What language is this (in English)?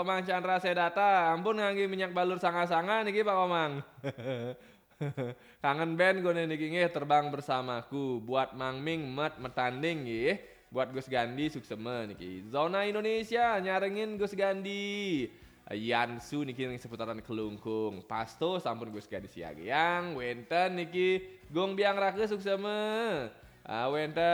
Balinese